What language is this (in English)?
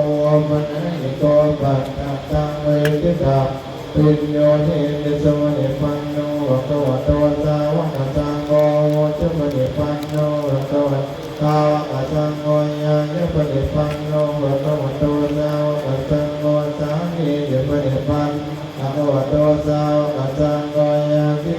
Pali